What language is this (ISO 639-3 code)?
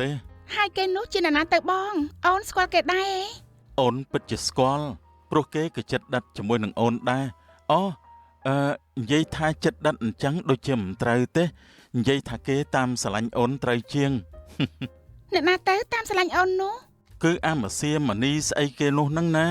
khm